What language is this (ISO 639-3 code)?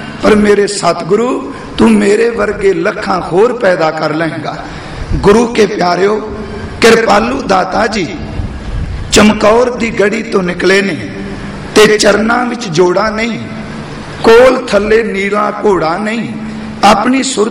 pan